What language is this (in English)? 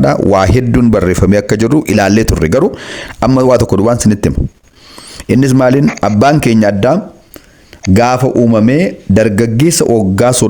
Oromo